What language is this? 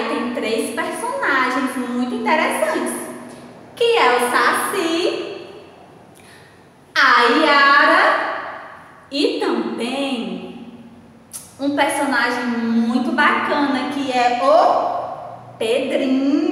Portuguese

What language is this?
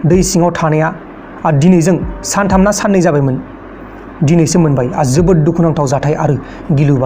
Bodo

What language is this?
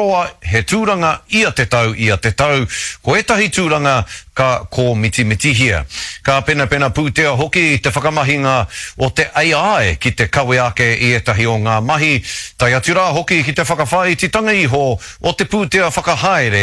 Māori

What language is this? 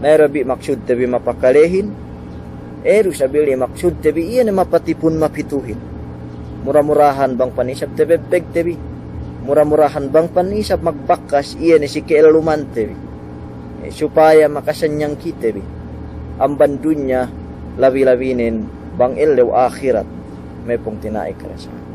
Yakan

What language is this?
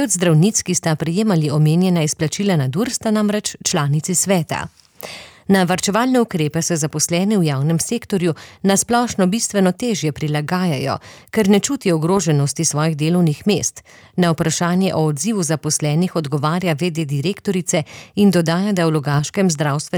Slovenian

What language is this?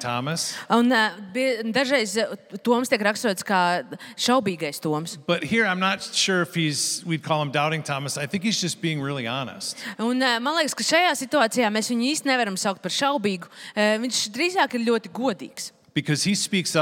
Latvian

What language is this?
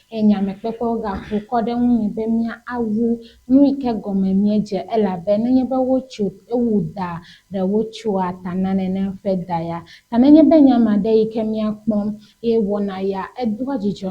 Ewe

